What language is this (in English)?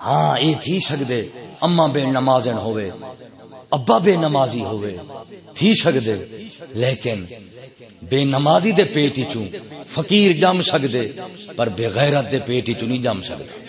Saraiki